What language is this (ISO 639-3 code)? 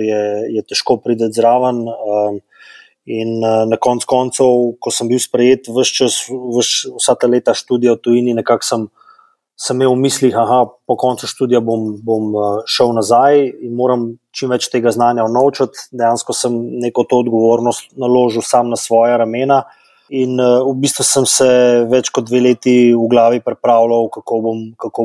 slv